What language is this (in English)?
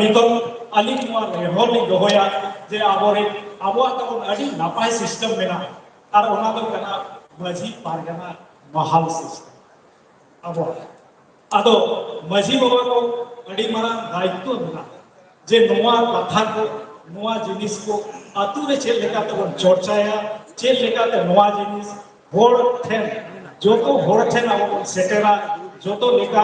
Santali